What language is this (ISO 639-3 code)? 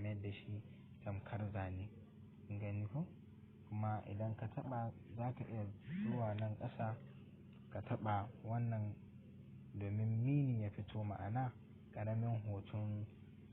hau